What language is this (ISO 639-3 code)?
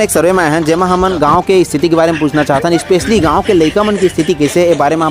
hne